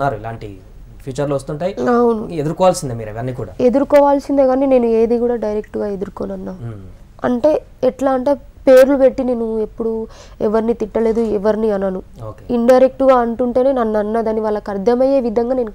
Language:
Telugu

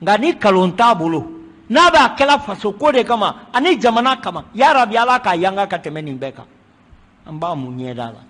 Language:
Bambara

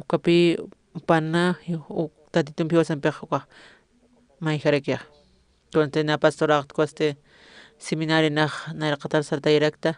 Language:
Aymara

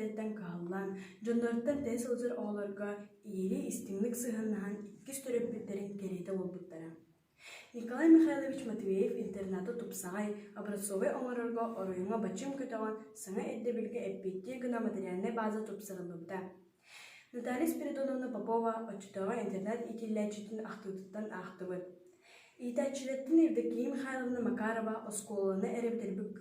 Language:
Yakut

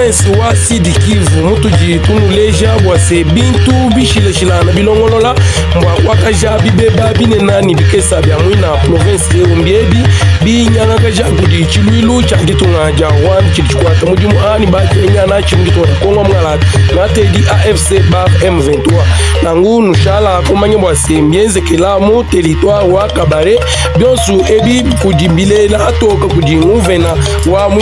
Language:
Luba-Lulua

